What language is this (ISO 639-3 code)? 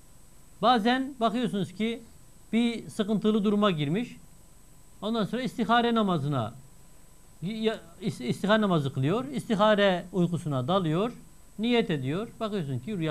tur